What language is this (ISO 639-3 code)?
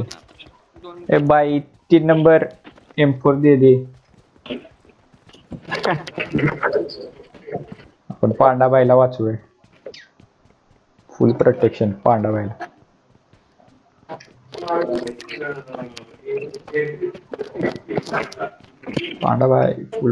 mar